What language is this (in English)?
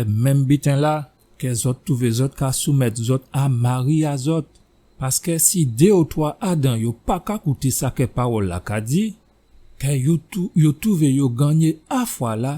Guadeloupean Creole French